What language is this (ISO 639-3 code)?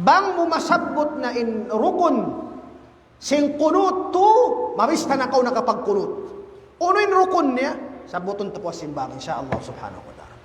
tsg